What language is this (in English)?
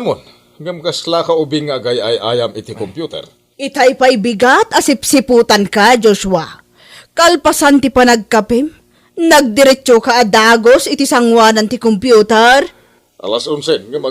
Iloko